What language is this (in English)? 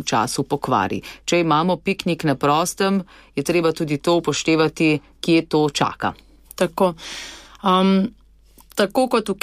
Slovenian